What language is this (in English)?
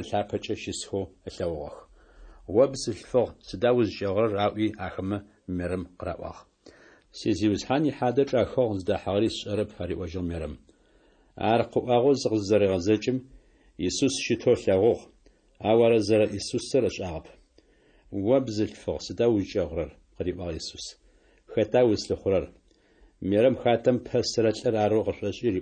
Adyghe